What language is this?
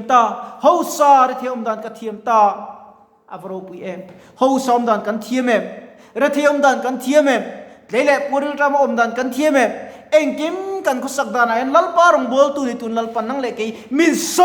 Mizo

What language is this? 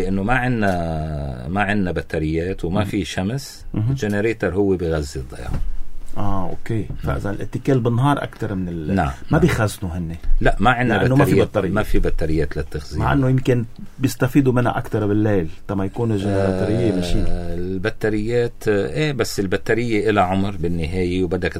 North Levantine Arabic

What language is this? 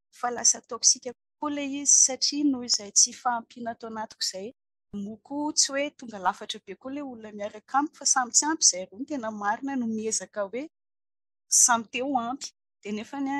Malagasy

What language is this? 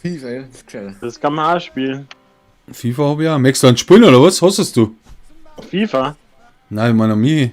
Bavarian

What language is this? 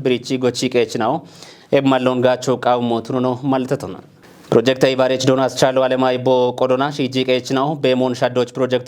Kafa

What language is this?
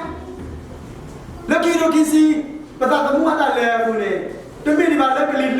S'gaw Karen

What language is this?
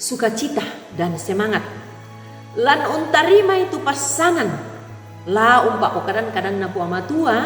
Toraja-Sa'dan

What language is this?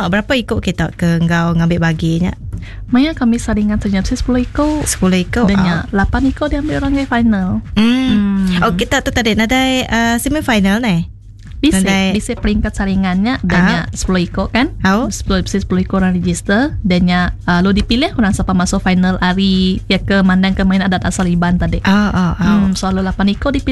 Iban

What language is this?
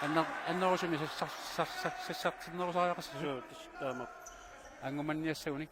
Kalaallisut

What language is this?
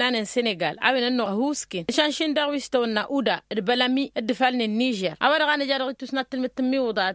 Tamasheq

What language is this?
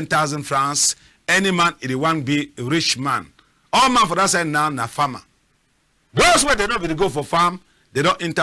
Cameroon Pidgin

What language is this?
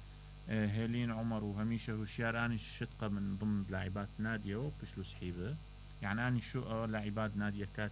Mesopotamian Arabic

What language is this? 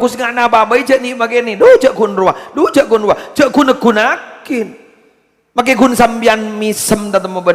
Madurese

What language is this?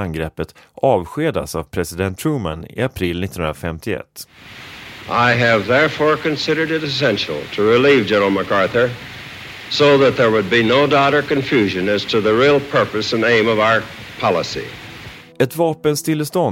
Swedish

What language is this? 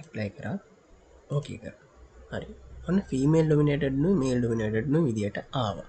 Sinhala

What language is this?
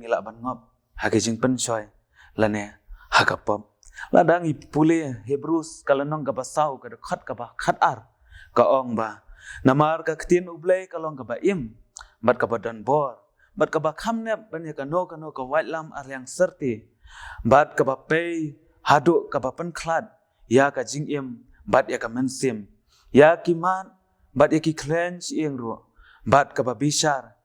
Khasi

